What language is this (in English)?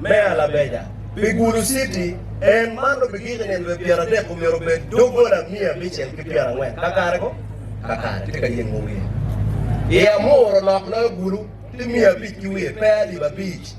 Acoli